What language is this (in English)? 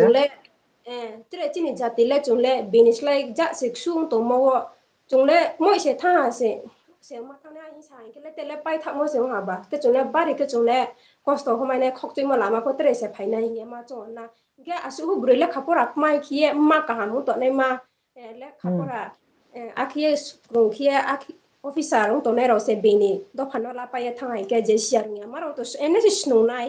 Riang (India)